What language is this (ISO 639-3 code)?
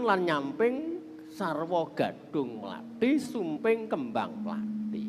jav